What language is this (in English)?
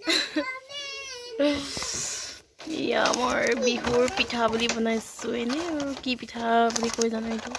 Assamese